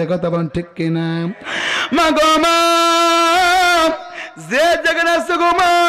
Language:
Bangla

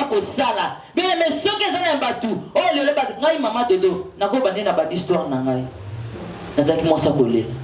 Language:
Lingala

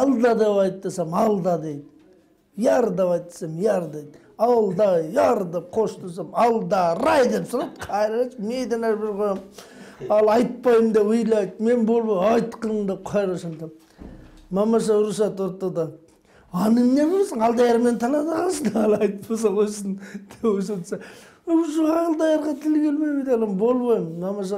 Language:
Kyrgyz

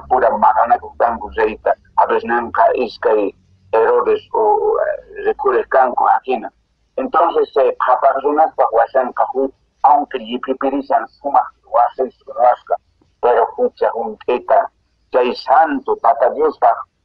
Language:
Quechua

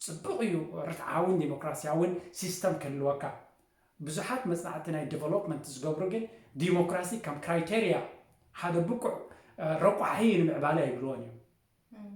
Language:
Tigrinya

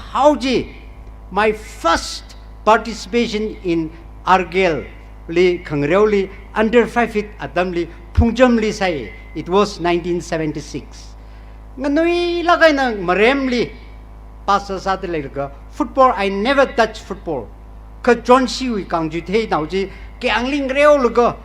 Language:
Tangkhul Naga (India)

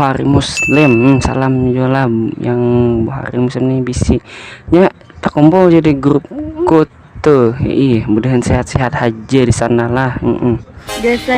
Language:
Banjar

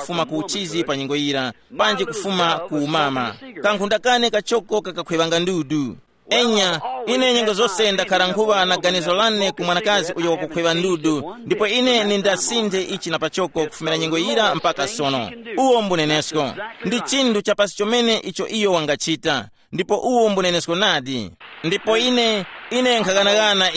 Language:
Tumbuka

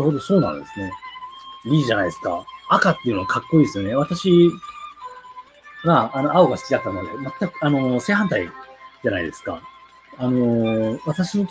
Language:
Japanese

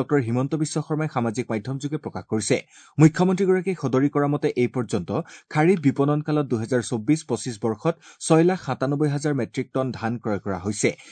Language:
Assamese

